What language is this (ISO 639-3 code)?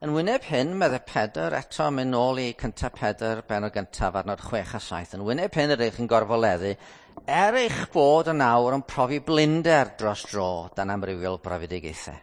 cym